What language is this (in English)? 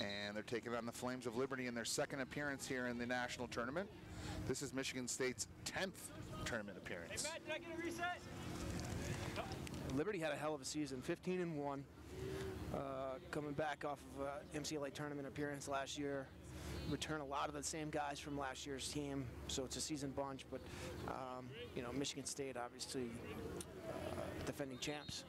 English